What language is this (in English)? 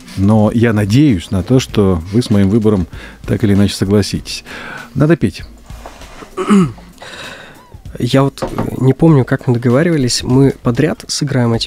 Russian